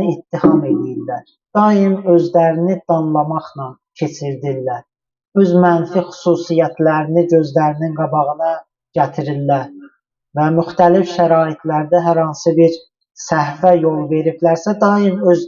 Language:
Azerbaijani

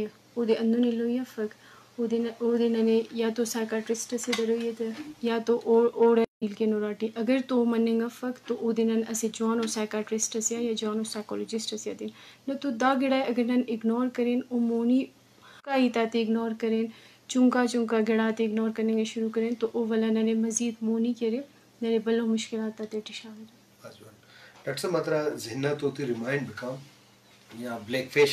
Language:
Brahui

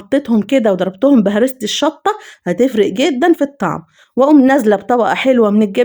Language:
Egyptian Arabic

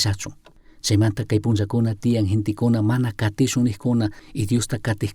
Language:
Chimborazo Highland Quichua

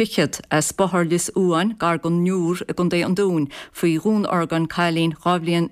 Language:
Irish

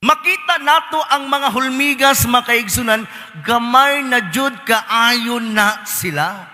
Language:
Cebuano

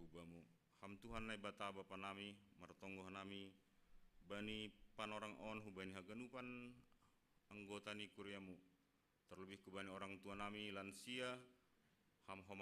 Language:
Batak Simalungun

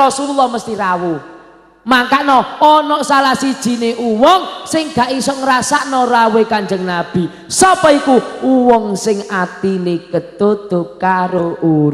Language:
Javanese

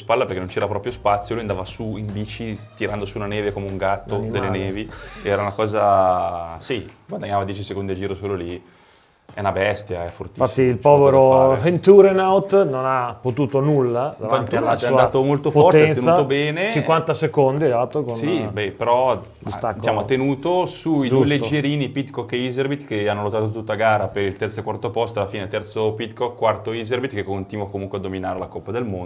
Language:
Italian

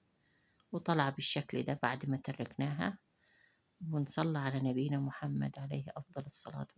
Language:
Egyptian Arabic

